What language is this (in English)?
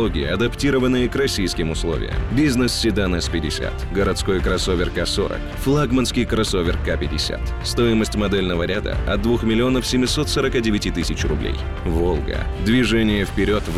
Russian